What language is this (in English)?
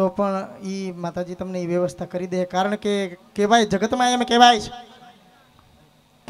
Gujarati